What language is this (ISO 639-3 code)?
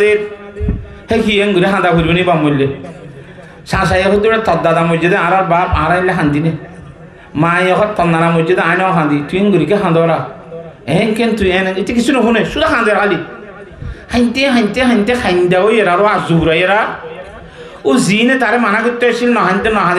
rhg